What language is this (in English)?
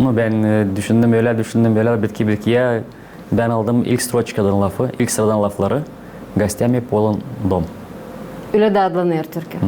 Gagauz